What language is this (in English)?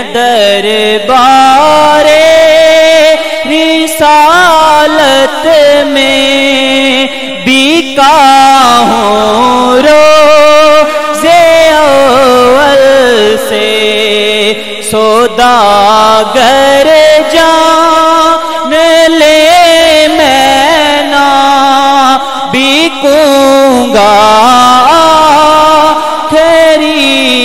Urdu